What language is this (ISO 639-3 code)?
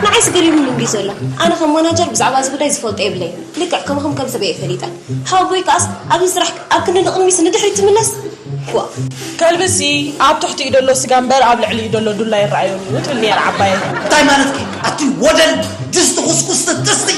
tir